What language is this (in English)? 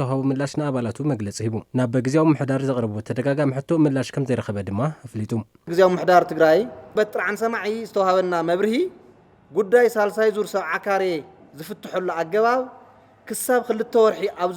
Tigrinya